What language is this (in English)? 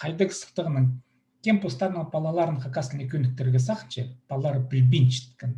Khakas